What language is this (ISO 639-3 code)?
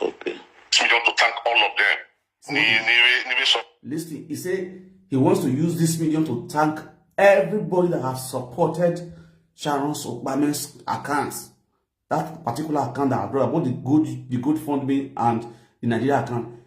pcm